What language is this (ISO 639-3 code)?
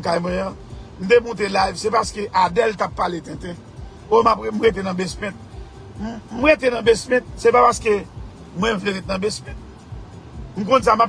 hat